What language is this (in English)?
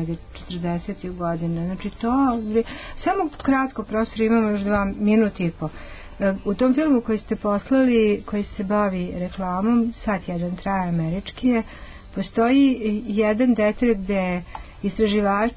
Serbian